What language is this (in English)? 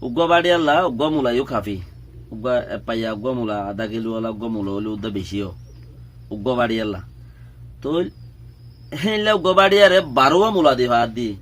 Rohingya